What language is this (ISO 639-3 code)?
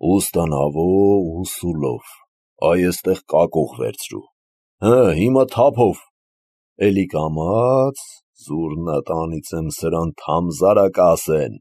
hye